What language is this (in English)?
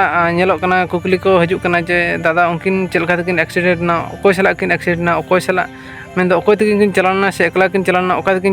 Santali